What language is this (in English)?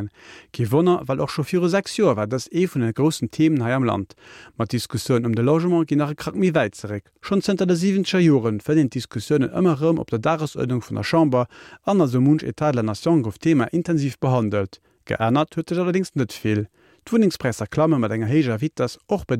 Luxembourgish